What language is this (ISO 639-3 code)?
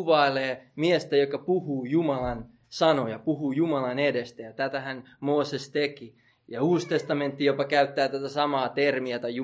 fin